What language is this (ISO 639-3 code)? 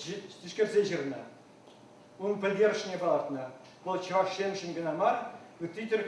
chv